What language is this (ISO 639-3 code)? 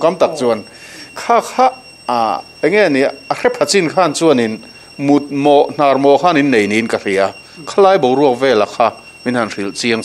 lus